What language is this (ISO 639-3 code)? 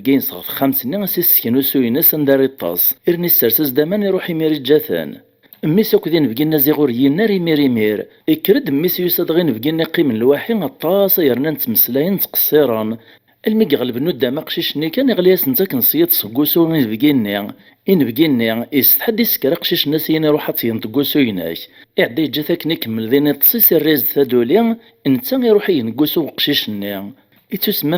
kab